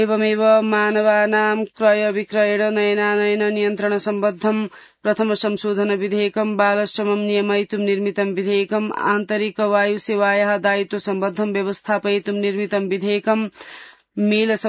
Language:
Sanskrit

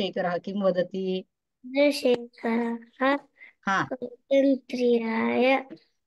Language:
Sanskrit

